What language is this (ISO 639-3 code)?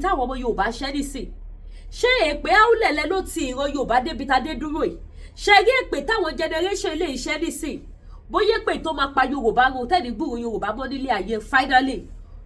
yor